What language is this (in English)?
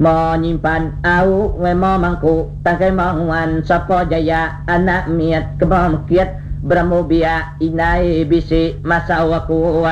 Iban